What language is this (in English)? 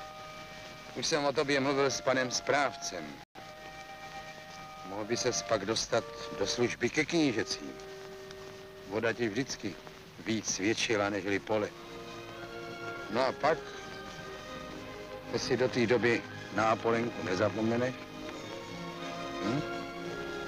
Czech